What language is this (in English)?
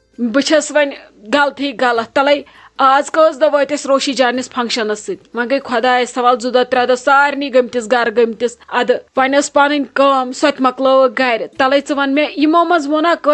Kashmiri